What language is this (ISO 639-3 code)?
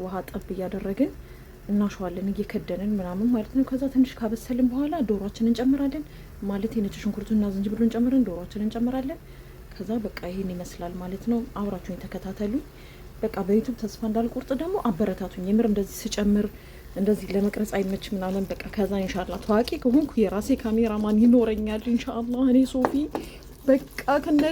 amh